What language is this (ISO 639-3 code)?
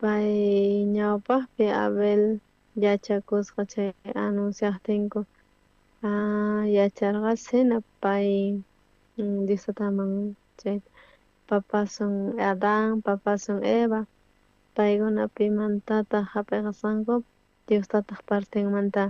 quh